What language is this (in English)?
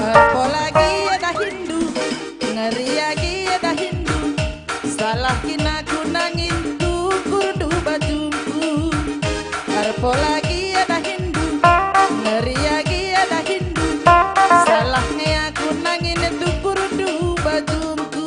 Batak Karo